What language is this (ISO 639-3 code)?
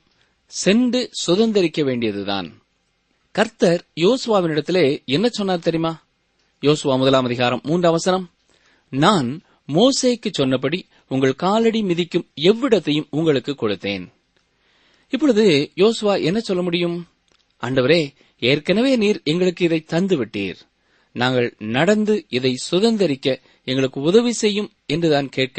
tam